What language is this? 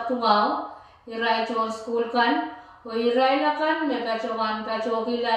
Pohnpeian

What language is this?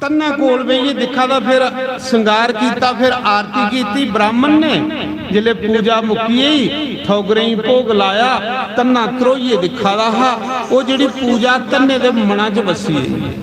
Dogri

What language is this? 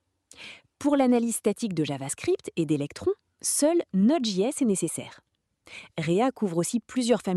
French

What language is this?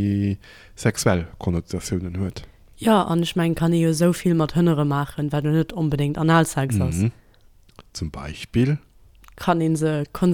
Luxembourgish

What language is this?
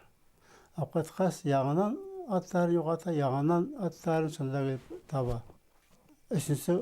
Bashkir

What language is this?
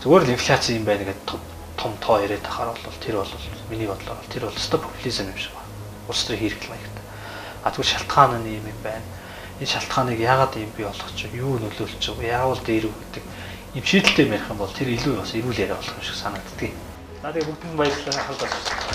Mongolian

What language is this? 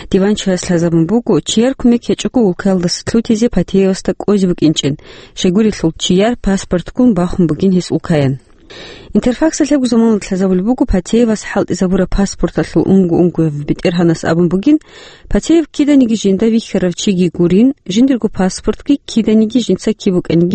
Avaric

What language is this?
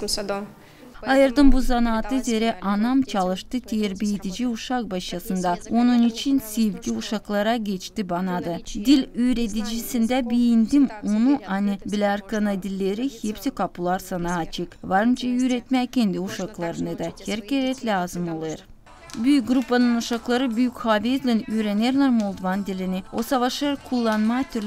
Gagauz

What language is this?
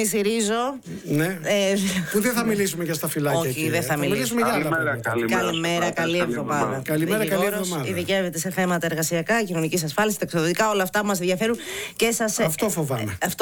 Greek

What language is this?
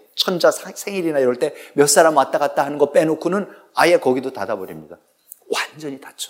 Korean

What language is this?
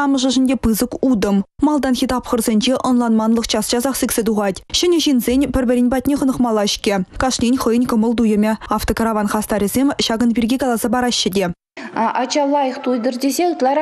Chuvash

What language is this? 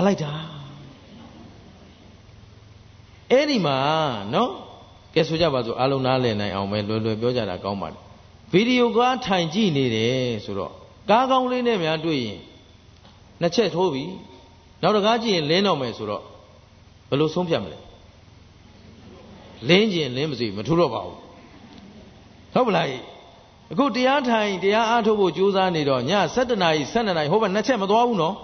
Burmese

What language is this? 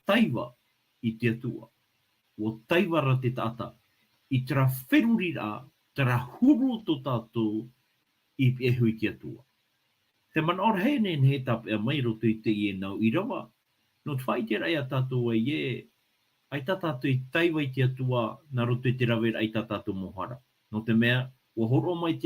Tahitian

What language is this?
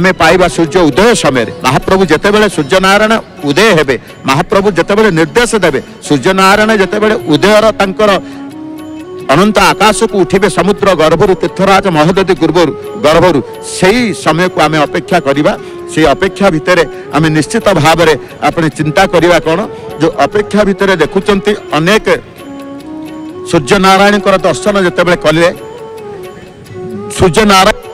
Odia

